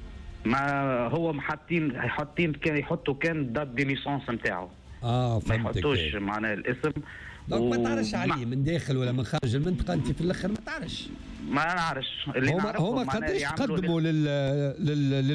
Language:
Tunisian Arabic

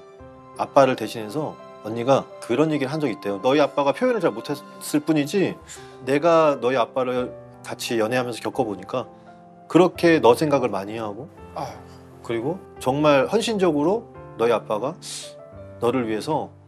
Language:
Korean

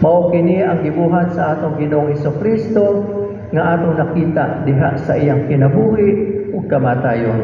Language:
Cebuano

